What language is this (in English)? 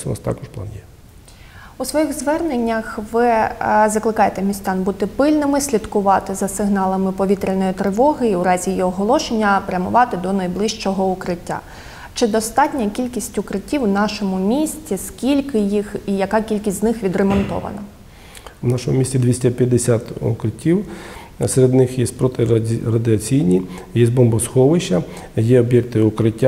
Ukrainian